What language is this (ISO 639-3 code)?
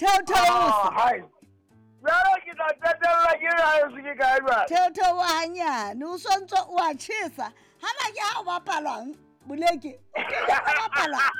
sot